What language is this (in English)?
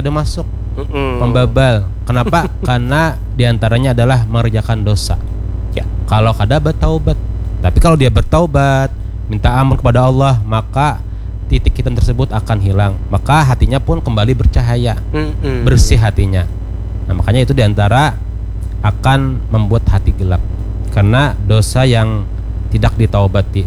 Indonesian